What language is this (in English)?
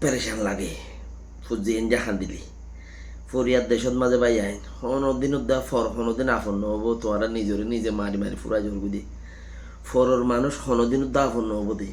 Rohingya